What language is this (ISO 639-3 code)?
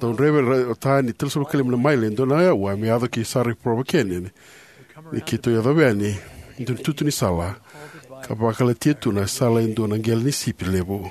fij